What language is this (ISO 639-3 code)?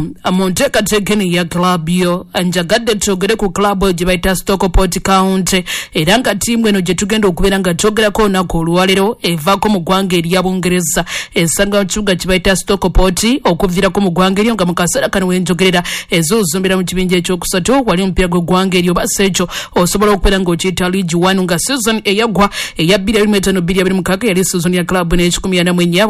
lug